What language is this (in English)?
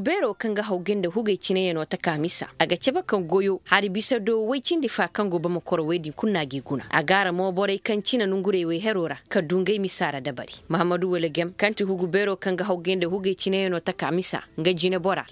Koyraboro Senni